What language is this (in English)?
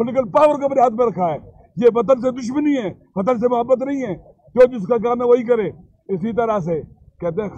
Urdu